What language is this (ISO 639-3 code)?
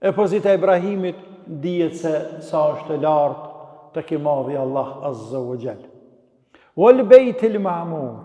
sqi